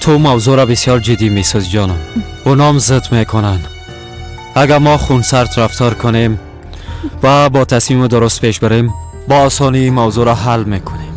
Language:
Persian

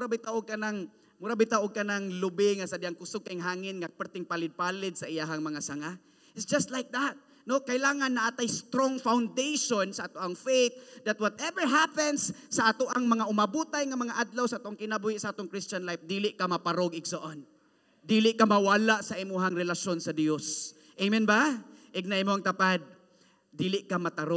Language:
Cebuano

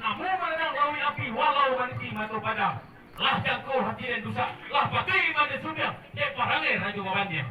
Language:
Minangkabau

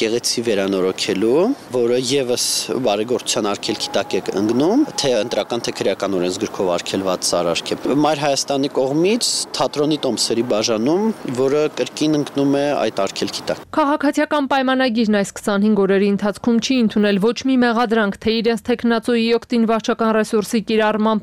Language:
Armenian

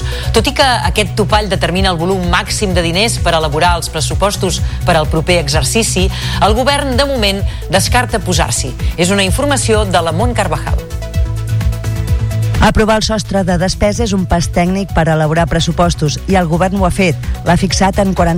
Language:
Catalan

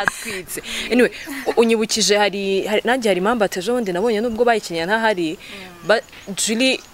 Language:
Kinyarwanda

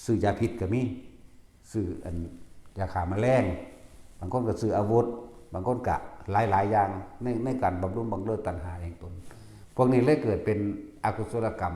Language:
Lao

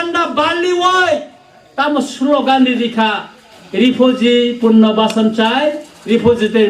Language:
Kok Borok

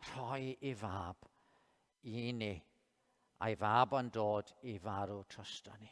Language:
Welsh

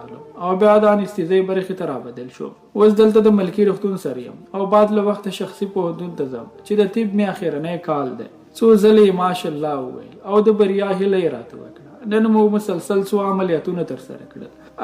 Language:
Pashto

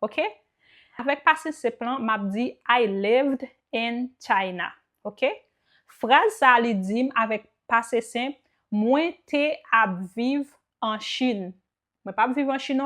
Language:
Haitian Creole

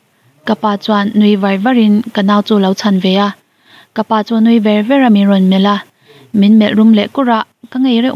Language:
Mizo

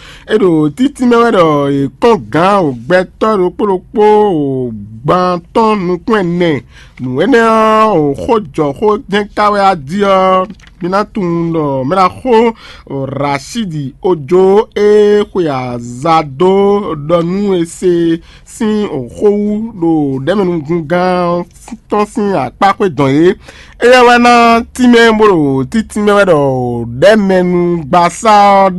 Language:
Fon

